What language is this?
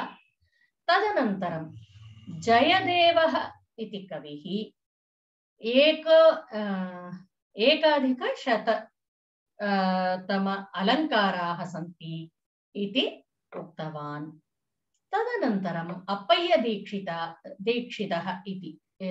Sanskrit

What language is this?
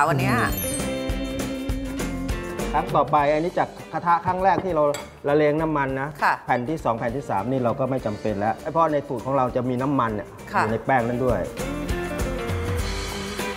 Thai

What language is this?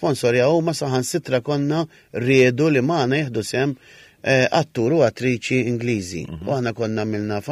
Maltese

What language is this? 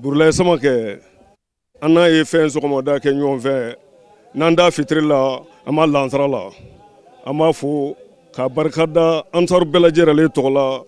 Bambara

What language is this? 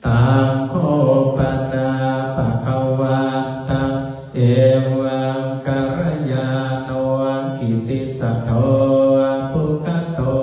Pali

